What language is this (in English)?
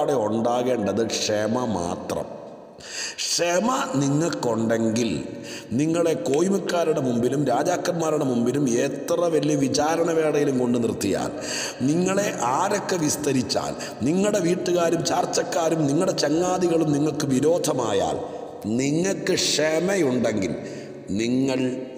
Malayalam